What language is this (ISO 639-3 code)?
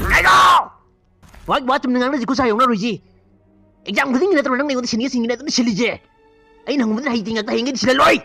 mni